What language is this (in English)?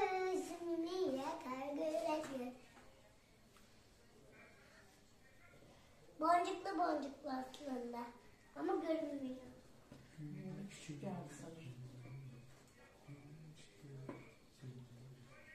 Turkish